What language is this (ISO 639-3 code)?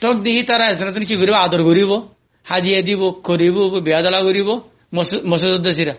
rhg